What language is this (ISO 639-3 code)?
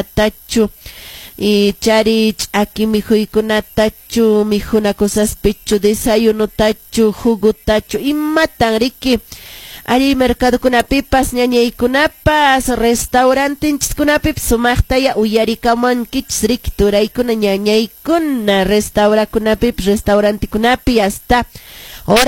que